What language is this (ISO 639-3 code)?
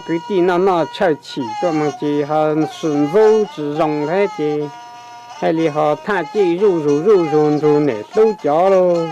hmn